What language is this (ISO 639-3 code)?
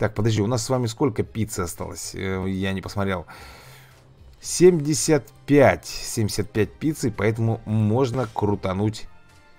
rus